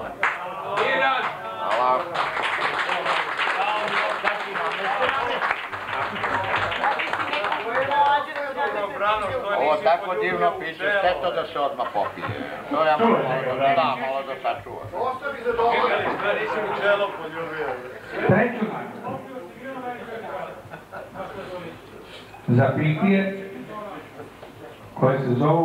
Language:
Serbian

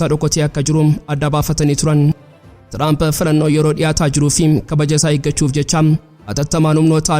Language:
Oromo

